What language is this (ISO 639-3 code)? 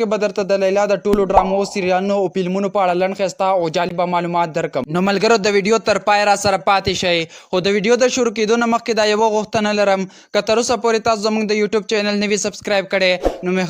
pus